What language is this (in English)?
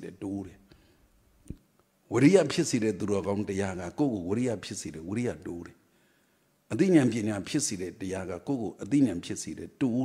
Burmese